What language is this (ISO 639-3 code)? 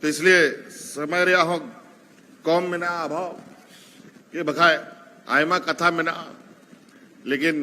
sat